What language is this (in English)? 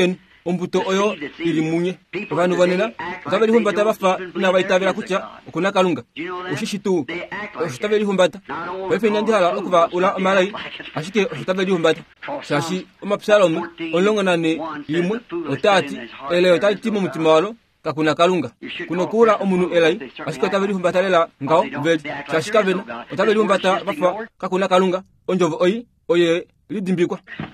Kuanyama